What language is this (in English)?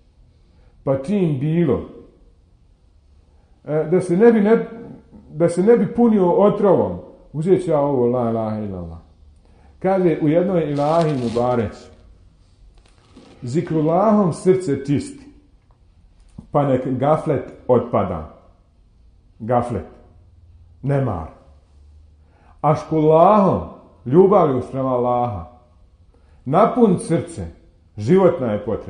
Bosnian